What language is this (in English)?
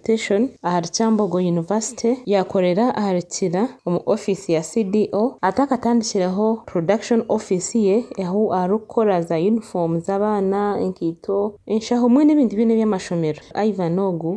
Nyankole